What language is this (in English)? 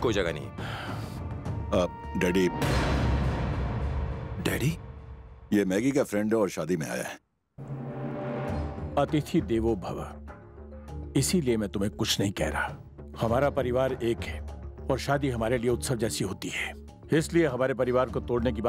Hindi